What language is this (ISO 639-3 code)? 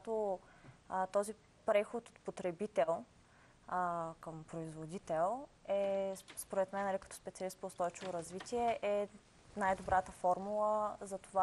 bul